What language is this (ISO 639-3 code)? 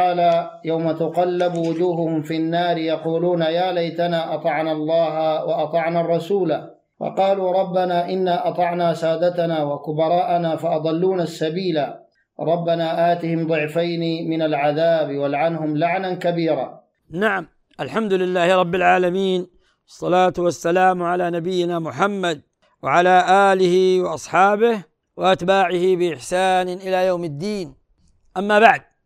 ara